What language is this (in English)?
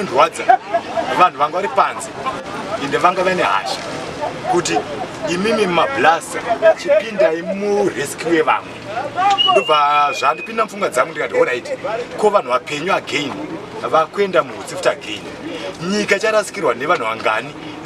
Shona